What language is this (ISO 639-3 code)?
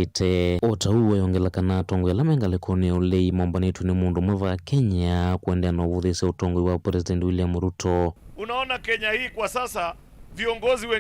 kam